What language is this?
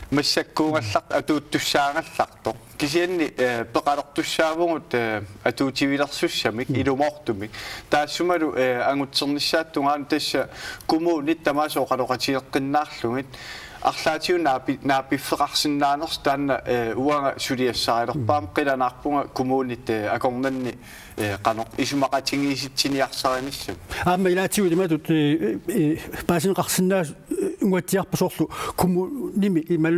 Kalaallisut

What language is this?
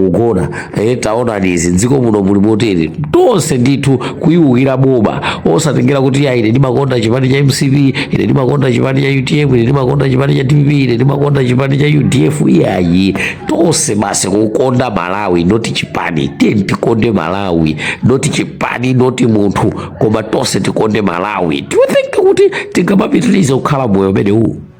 Nyanja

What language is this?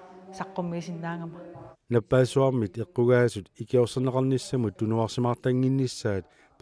Kalaallisut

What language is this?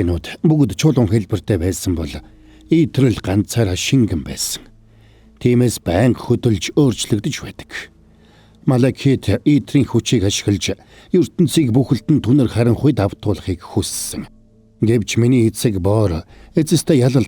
Mongolian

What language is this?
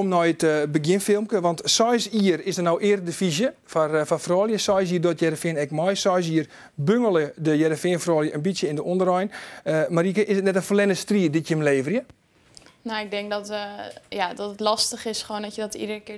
Western Frisian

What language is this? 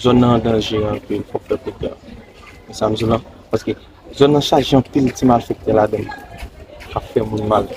Haitian Creole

